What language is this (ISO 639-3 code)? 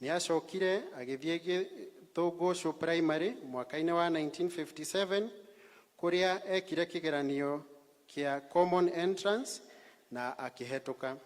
kik